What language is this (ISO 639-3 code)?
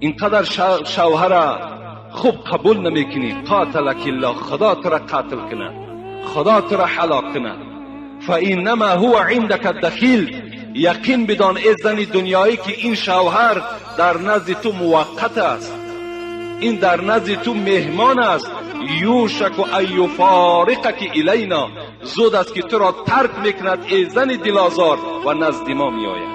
tgk